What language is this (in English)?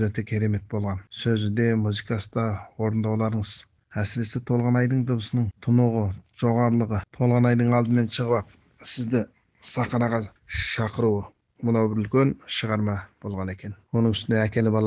Kazakh